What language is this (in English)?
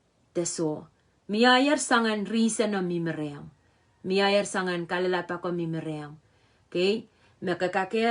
Pohnpeian